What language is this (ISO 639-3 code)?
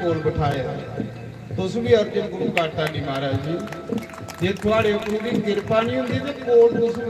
doi